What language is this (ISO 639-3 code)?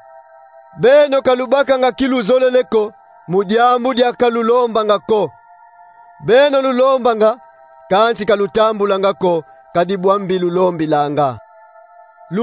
kon